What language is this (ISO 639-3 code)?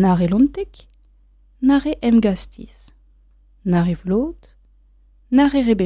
bre